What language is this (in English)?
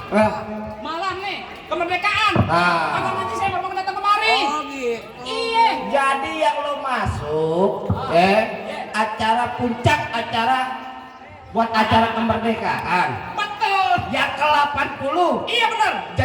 Betawi